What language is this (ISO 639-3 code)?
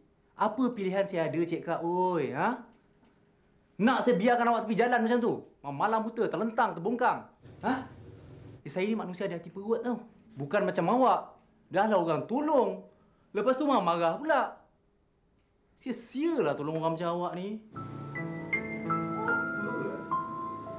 msa